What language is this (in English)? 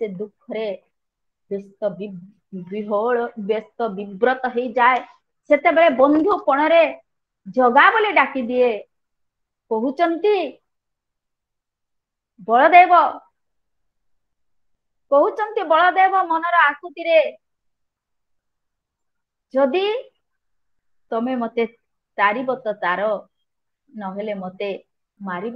Odia